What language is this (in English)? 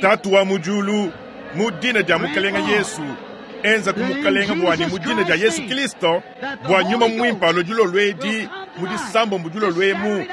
Luba-Lulua